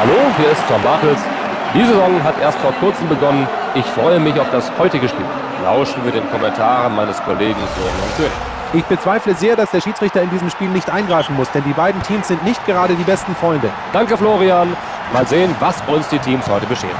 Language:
Bavarian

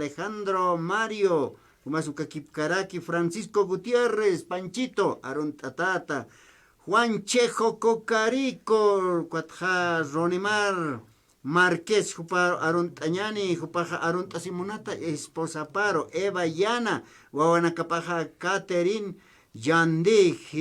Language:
Aymara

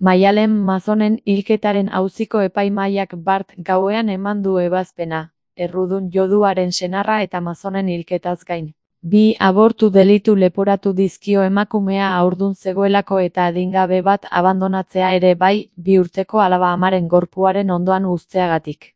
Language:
Basque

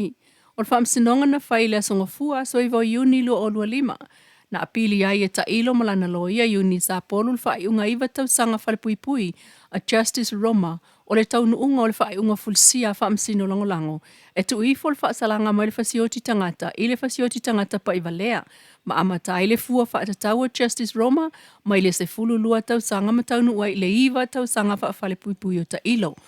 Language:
Samoan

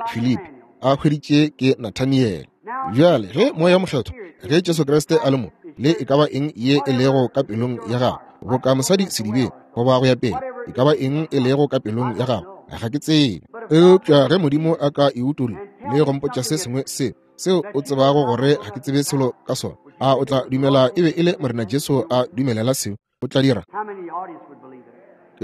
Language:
Northern Sotho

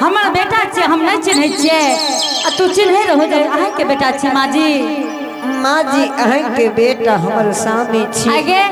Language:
Angika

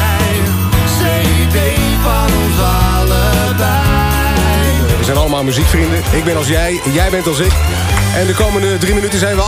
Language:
Dutch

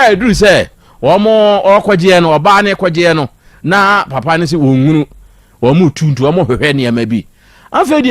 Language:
Akan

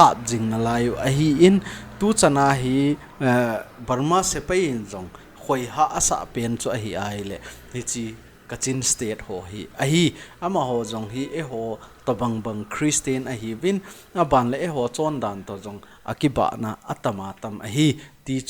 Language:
Thado Chin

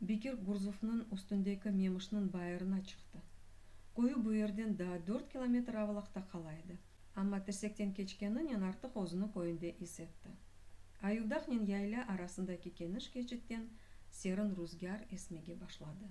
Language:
Crimean Tatar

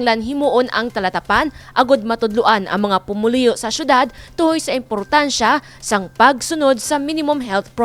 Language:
Hiligaynon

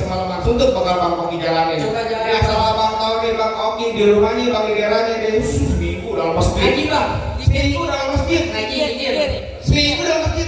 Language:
Betawi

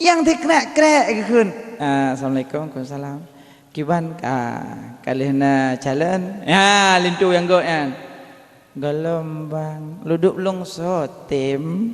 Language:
Achinese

